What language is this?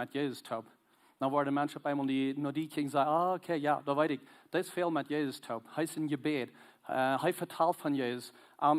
Plautdietsch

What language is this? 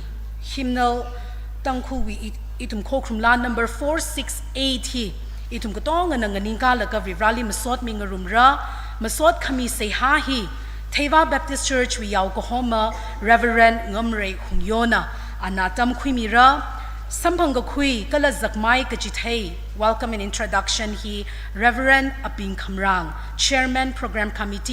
Tangkhul Naga (India)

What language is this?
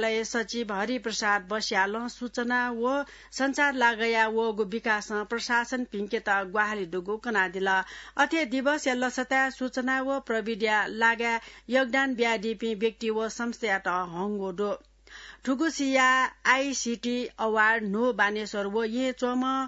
Newari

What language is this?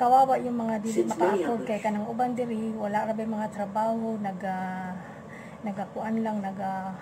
Cebuano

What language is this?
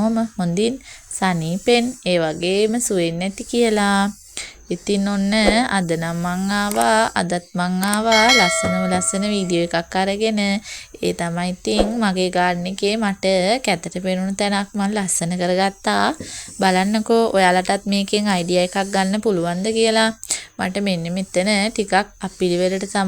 Sinhala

